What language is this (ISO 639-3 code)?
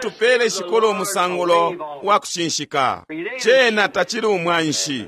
bem